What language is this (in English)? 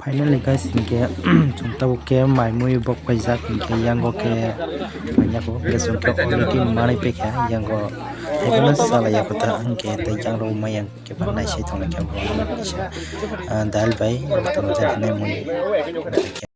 Kok Borok